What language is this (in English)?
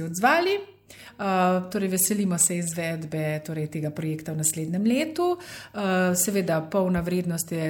Slovenian